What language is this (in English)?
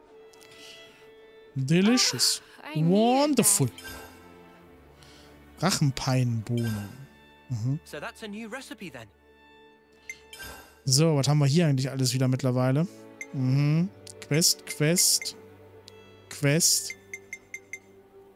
German